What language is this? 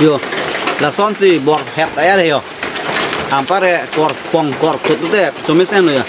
Karbi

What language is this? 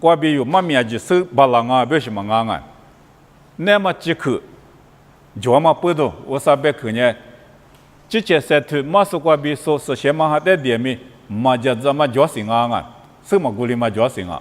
Lisu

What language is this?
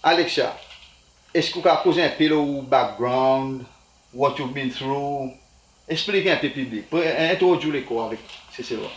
Seselwa Creole French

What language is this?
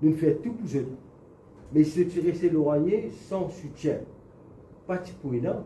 Morisyen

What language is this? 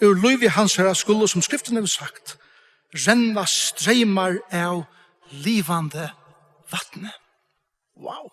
Faroese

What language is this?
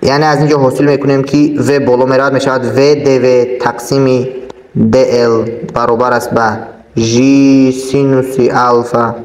Tajik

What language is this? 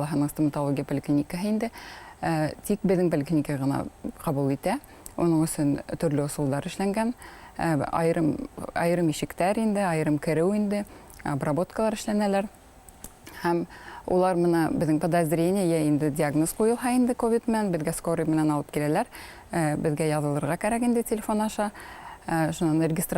Bashkir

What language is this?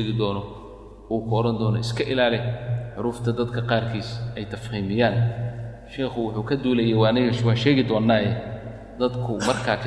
Somali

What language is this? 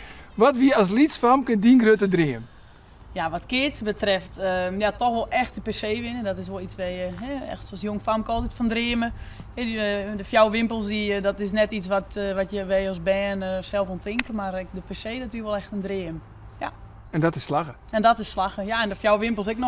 Western Frisian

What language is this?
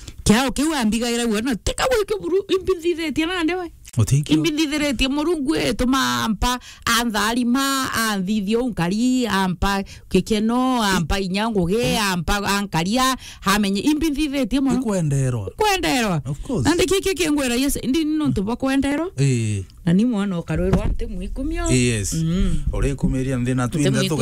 Meru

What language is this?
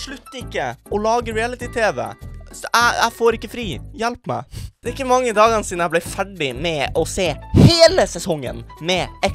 Norwegian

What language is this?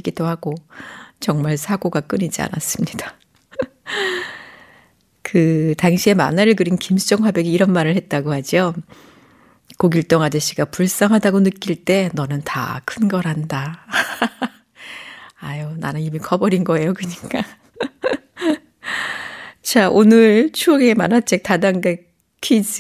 Korean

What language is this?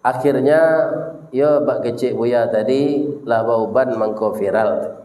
Minangkabau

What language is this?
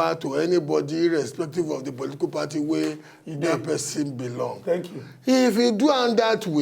Nigerian Pidgin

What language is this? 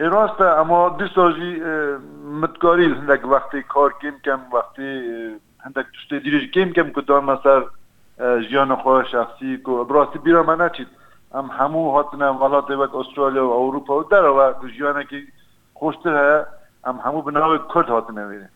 Kurdish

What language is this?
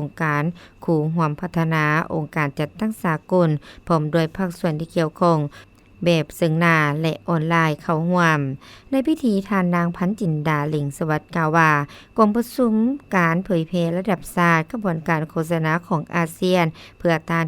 Lao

